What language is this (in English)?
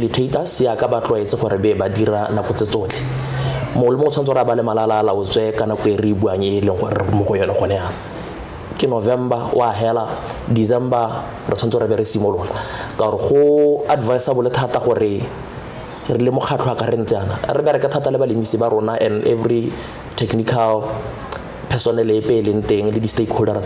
Tswana